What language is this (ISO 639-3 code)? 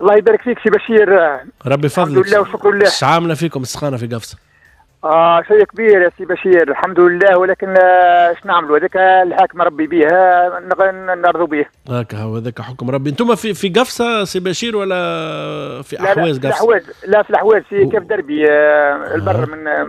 aeb